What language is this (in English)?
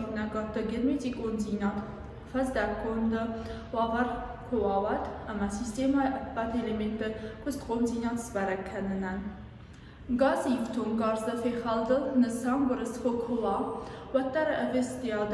Ossetic